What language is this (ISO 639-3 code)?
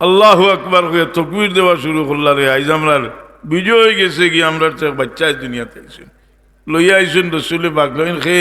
syl